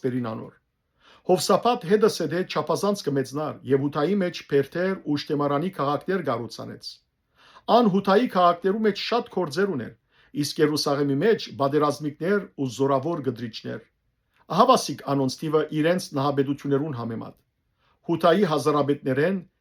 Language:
Western Armenian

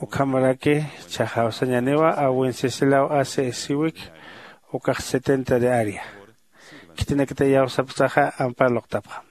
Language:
Aymara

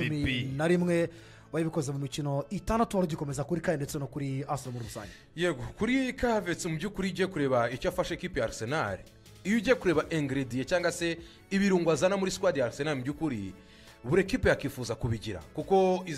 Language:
Kinyarwanda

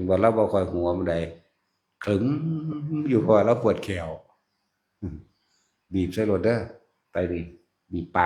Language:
Northeastern Thai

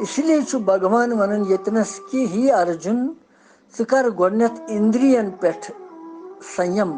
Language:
Kashmiri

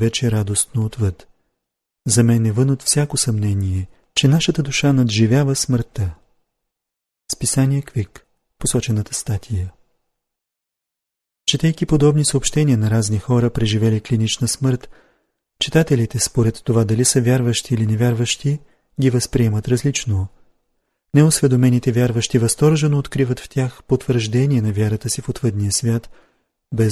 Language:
Bulgarian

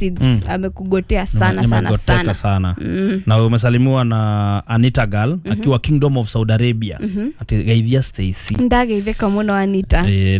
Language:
Kikuyu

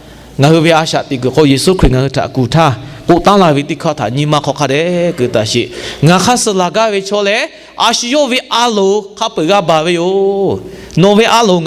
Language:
Lahu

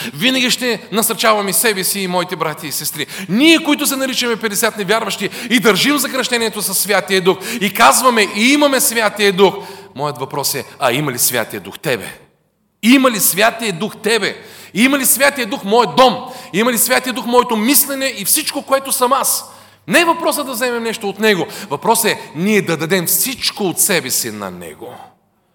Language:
Bulgarian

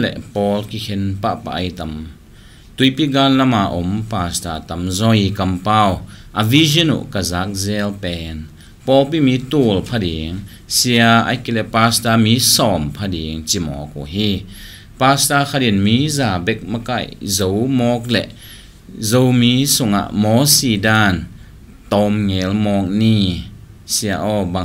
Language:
Tedim Chin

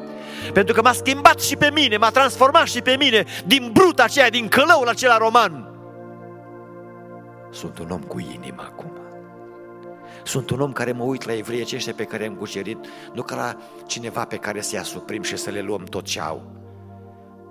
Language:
Romanian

